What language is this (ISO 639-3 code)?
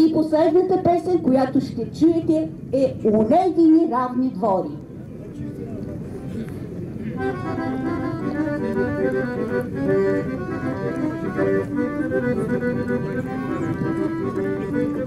bul